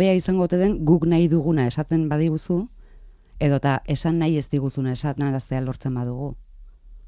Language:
Basque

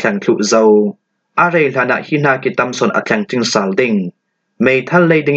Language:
Falam Chin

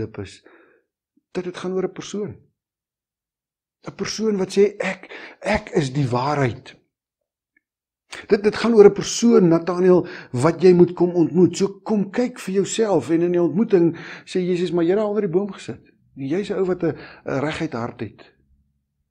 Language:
Afrikaans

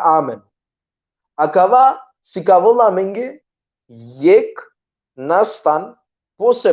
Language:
Balkan Romani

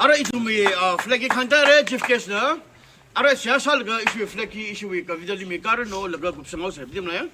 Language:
Tangkhul Naga (India)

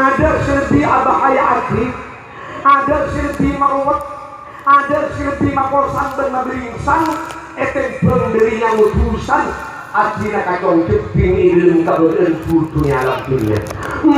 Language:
Madurese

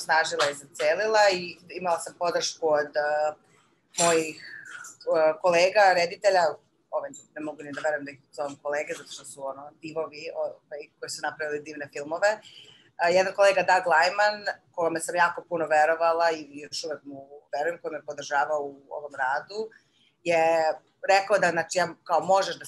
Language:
Serbian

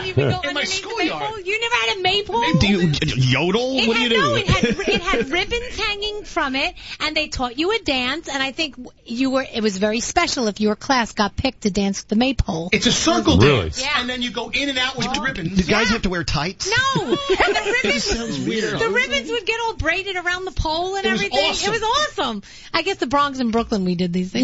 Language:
English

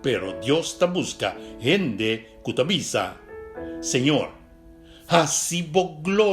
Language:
Papiamento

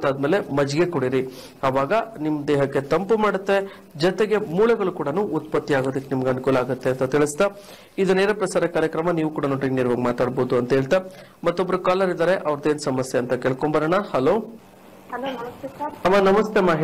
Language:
Kannada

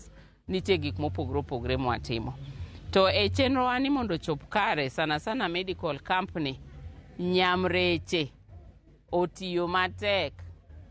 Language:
Luo (Kenya and Tanzania)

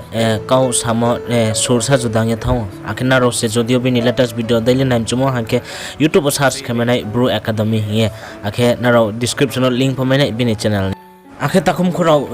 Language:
Riang (India)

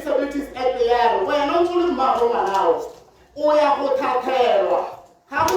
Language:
Tswana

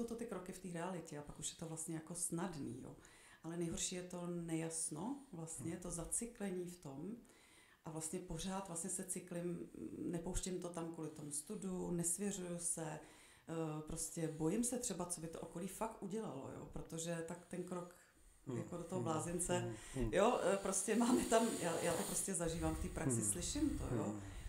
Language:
Czech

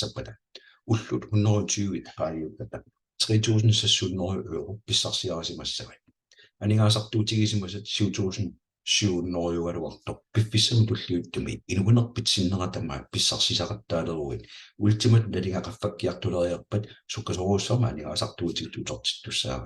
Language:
Kalaallisut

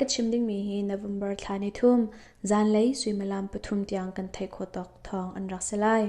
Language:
Hakha Chin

